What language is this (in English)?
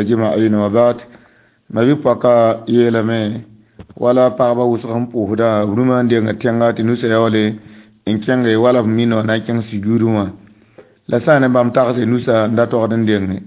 Mossi